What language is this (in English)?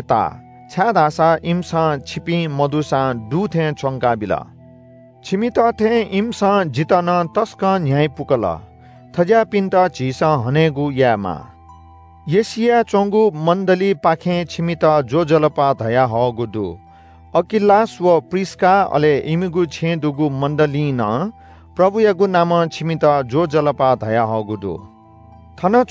Newari